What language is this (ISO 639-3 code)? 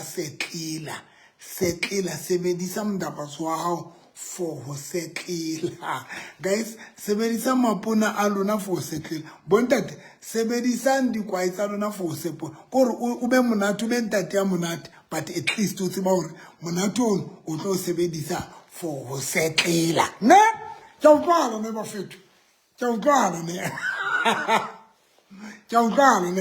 sot